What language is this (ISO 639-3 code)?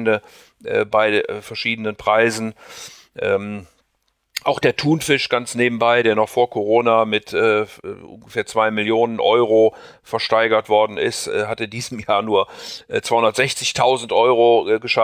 deu